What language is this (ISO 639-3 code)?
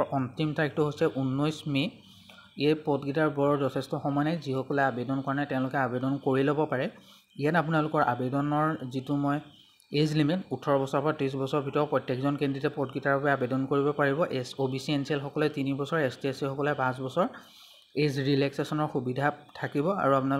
asm